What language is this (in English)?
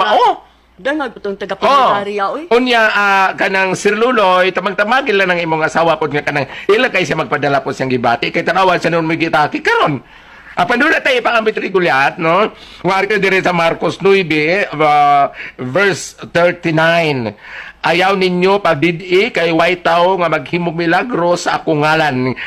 Cebuano